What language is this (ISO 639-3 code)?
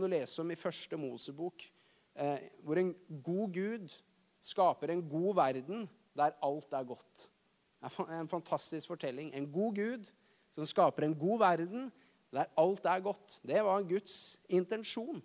nor